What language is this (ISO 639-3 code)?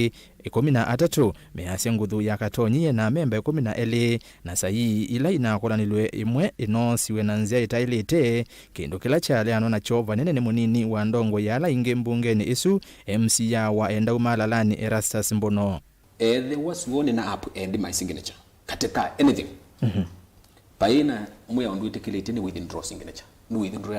kam